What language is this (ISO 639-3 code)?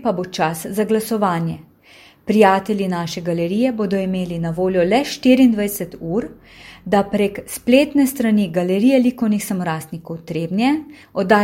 slv